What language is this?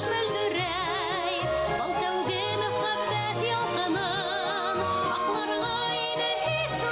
Bashkir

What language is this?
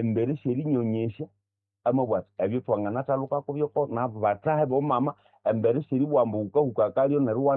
Nande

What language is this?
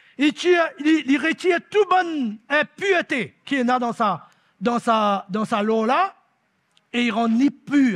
Morisyen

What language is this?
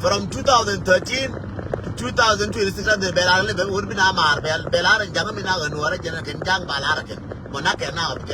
Nuer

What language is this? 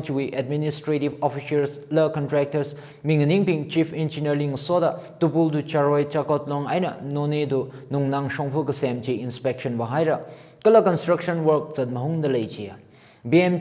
Tangkhul Naga (India)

